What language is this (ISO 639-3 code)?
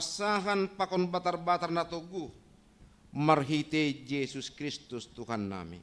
bts